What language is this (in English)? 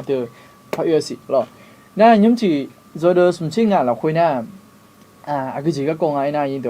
Akha